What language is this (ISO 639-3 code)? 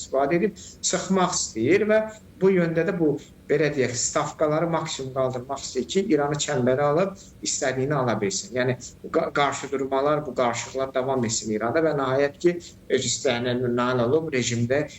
aze